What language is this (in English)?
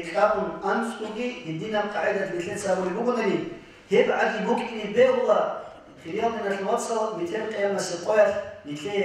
Avaric